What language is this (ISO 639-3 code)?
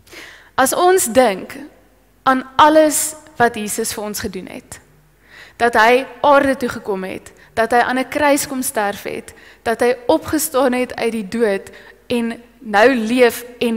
afr